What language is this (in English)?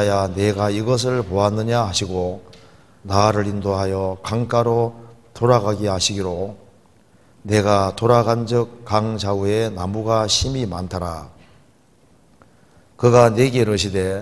Korean